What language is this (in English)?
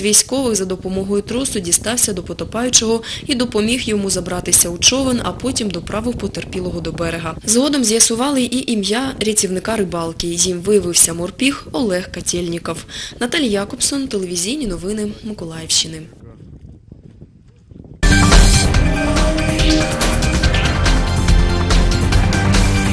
Ukrainian